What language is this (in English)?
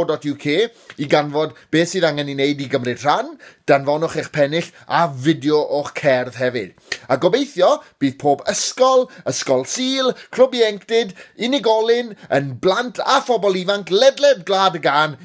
Welsh